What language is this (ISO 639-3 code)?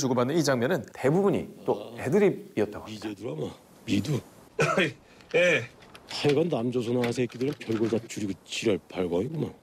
kor